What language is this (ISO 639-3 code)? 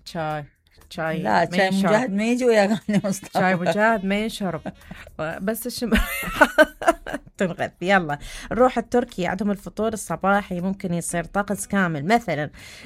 acm